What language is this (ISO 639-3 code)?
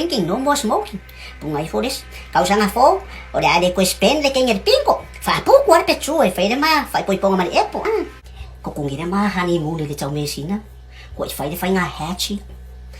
smo